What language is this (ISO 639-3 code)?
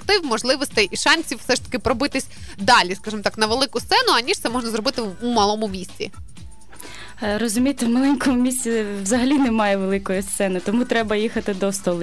ukr